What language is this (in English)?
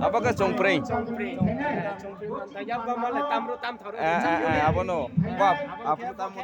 Riang (India)